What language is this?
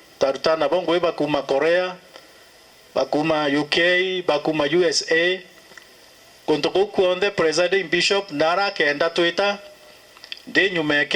Meru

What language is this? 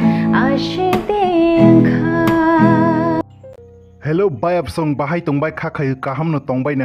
Kok Borok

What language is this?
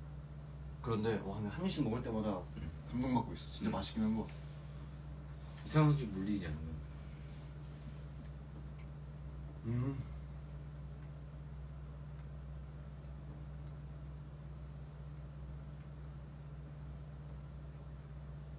Korean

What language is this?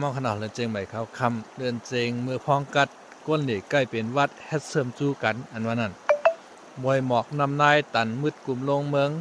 Shan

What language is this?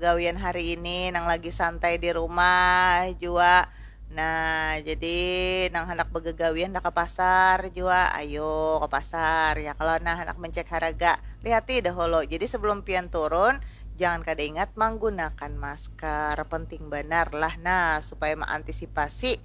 Banjar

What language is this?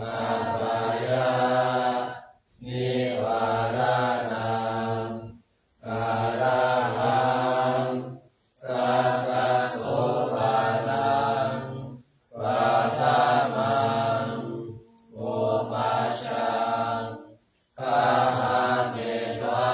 Pali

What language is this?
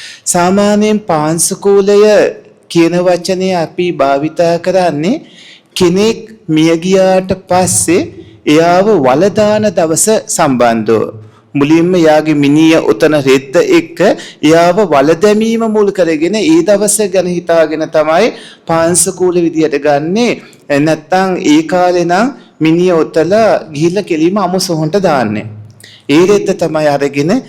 Sinhala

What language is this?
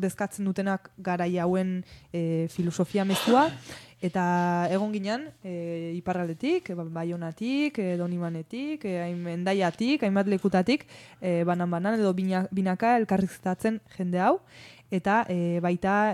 Basque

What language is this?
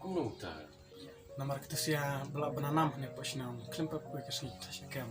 Khasi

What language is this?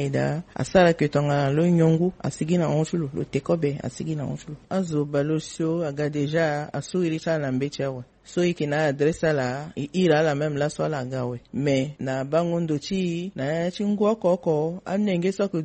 Sango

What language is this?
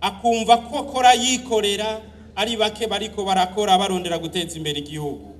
Rundi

